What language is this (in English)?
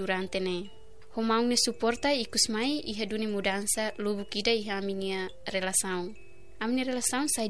Tetum